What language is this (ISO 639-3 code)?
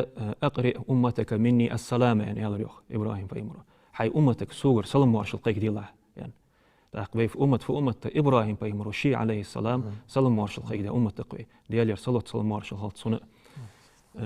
inh